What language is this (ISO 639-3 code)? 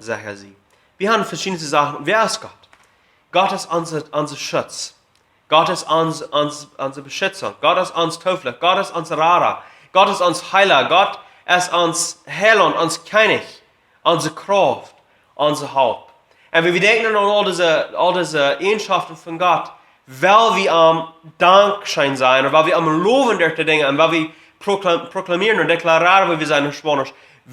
pdt